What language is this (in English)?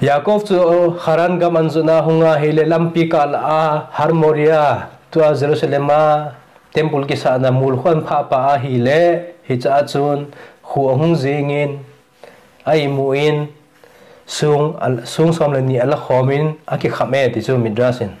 Thado Chin